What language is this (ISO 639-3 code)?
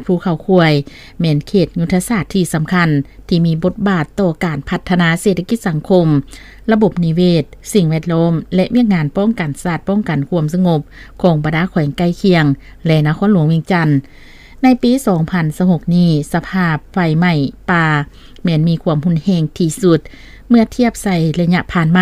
lao